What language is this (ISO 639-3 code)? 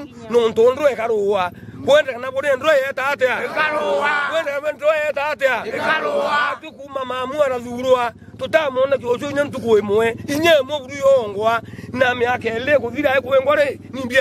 mer